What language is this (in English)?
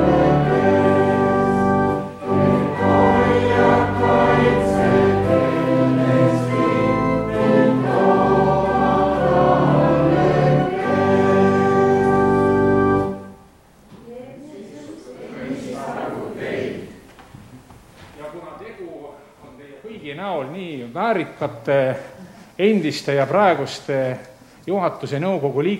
Estonian